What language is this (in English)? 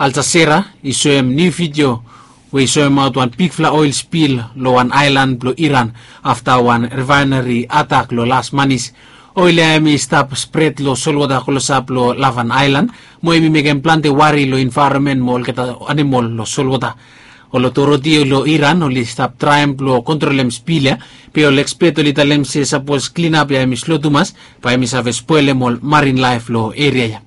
Bislama